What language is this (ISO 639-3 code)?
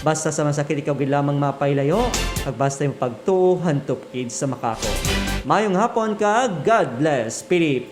hil